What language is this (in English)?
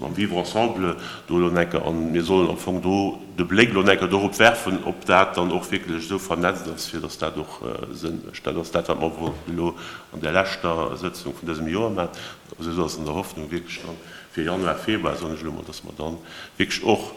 Luxembourgish